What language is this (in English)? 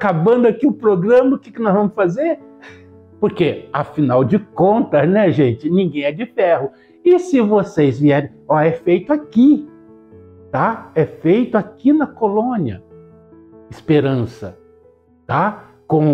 Portuguese